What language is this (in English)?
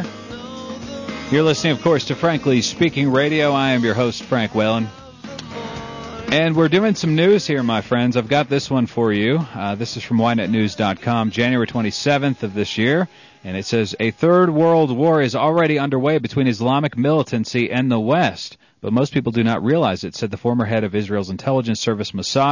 English